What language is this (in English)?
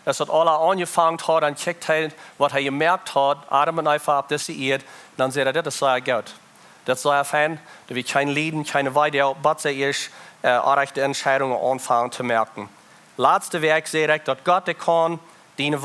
Plautdietsch